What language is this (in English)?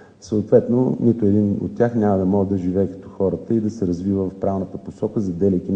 Bulgarian